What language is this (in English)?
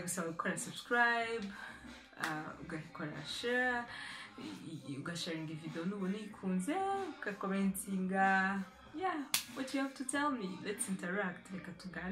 Kinyarwanda